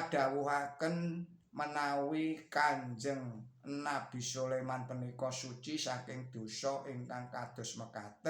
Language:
Javanese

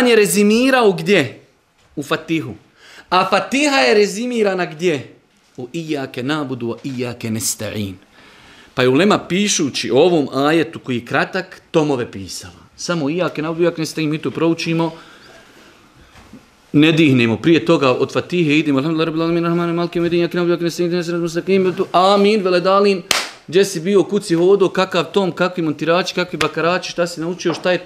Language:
Bosnian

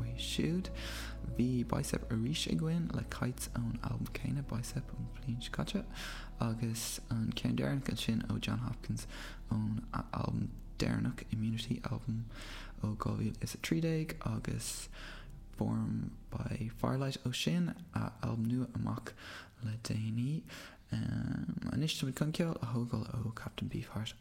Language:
Irish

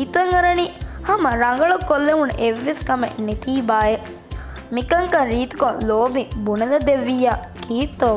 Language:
Divehi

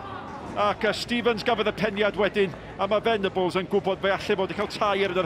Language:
Welsh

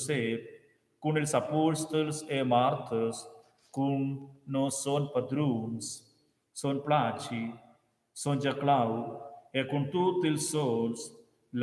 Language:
Romansh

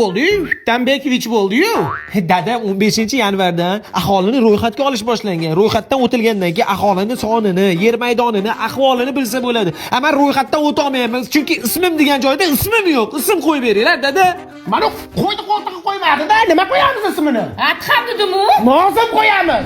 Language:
Uzbek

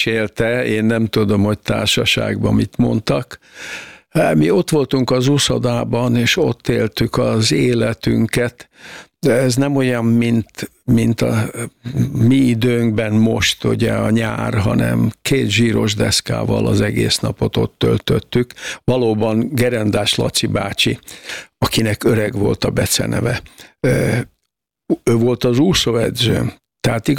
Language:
Hungarian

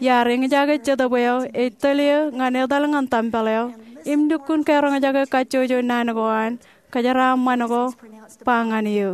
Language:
Marshallese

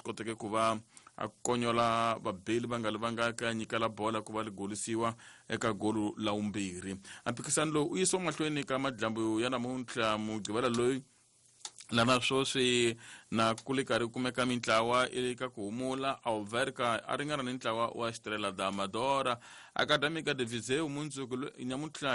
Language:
Tsonga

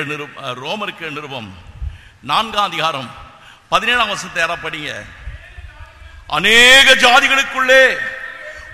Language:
Tamil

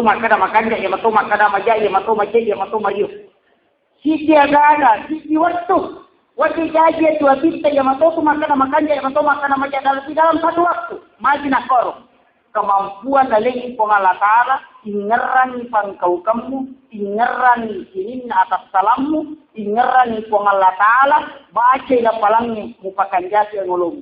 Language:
Buginese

